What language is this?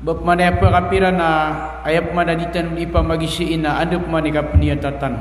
Maranao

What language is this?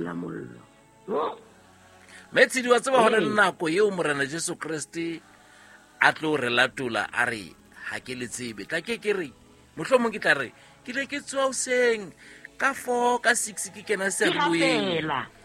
Southern Sotho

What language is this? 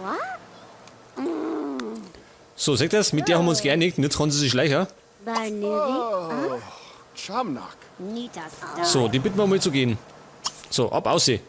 Bavarian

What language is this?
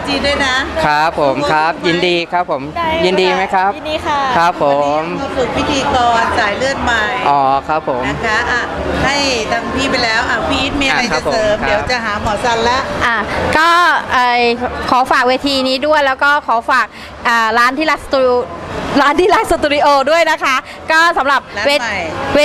Thai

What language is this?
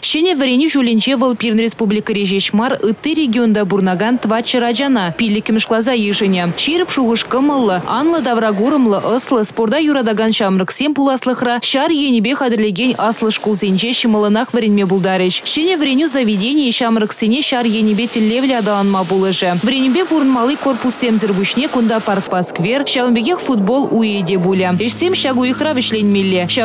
Chuvash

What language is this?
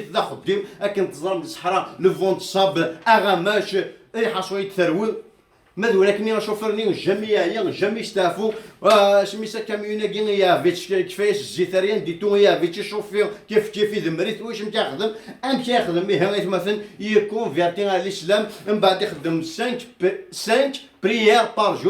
Kabyle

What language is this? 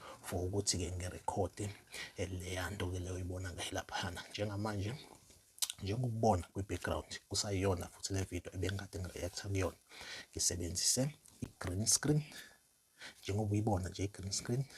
Zulu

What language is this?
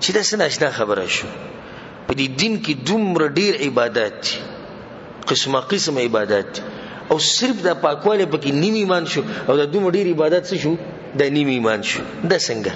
Pashto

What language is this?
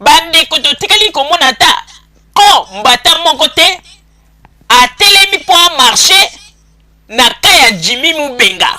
Lingala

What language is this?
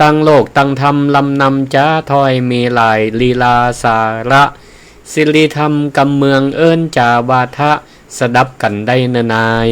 Northern Thai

